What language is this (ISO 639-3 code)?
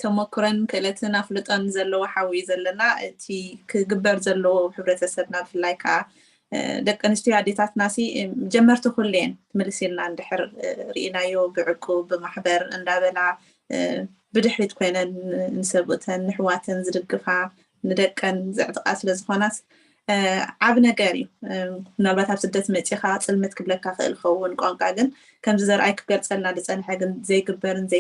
tir